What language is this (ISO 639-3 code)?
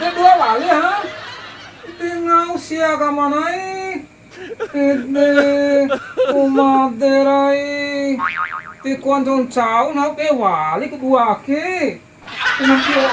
bhp